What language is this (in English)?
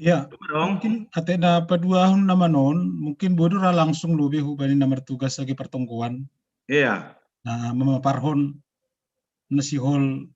Batak Simalungun